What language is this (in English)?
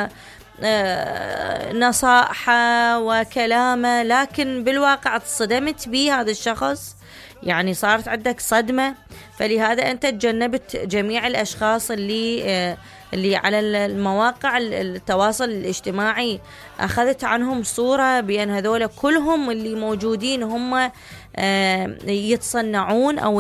Mesopotamian Arabic